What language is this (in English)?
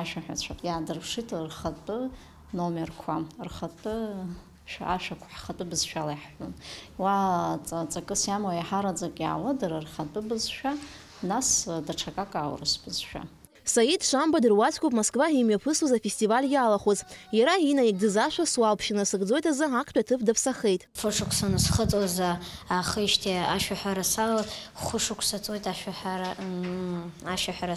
Abkhazian